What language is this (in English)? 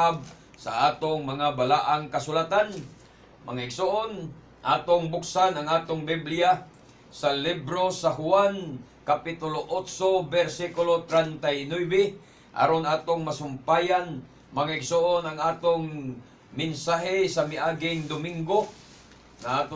Cebuano